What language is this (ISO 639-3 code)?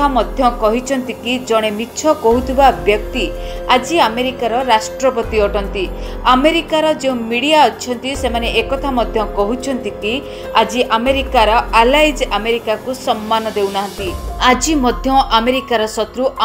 ori